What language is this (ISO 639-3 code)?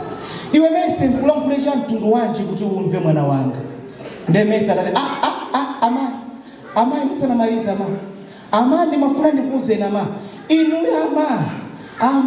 nya